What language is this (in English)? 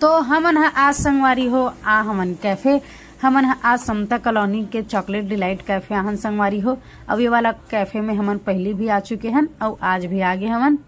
Chhattisgarhi